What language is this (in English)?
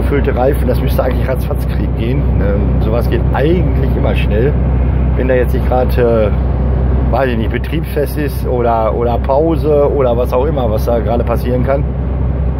German